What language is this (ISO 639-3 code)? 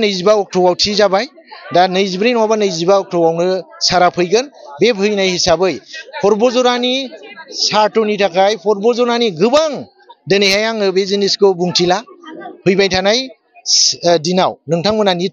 brx